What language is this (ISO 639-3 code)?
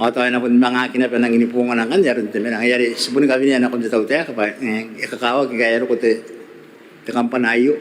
gil